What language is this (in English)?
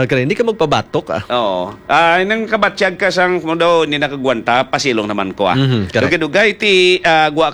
Hiligaynon